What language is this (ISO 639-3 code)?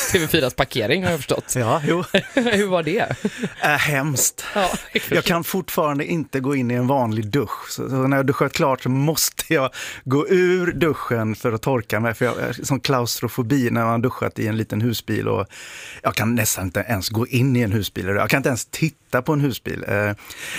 swe